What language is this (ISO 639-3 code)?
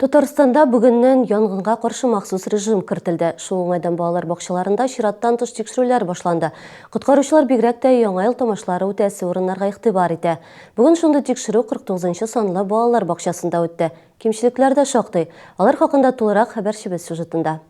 tat